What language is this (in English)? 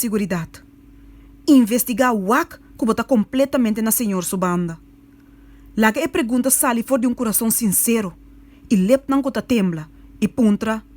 Papiamento